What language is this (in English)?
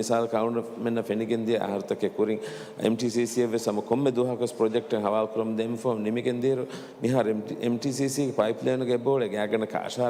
Divehi